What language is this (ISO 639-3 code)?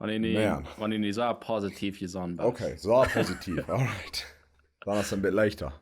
pdt